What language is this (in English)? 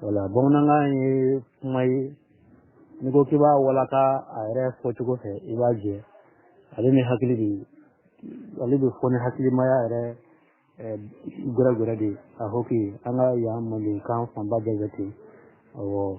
Bambara